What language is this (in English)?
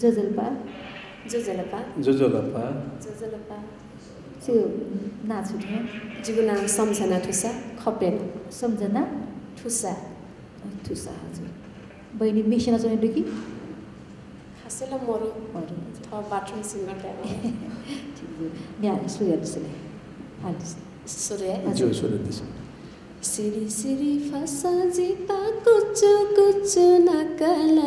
Newari